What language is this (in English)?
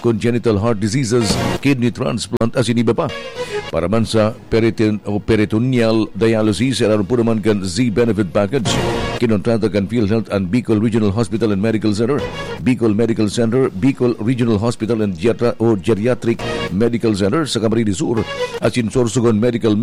Bikol